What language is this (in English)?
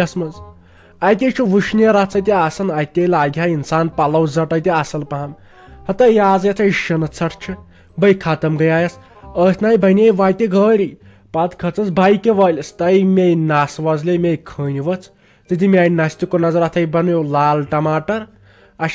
Kashmiri